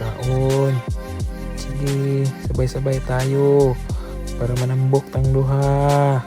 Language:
Cebuano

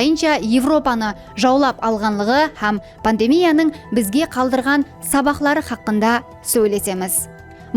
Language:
Kara-Kalpak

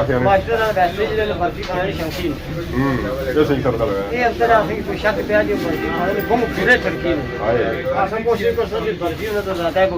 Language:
Pahari-Potwari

